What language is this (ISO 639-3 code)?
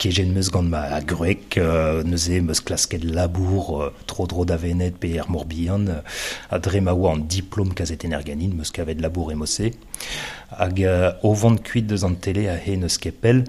bre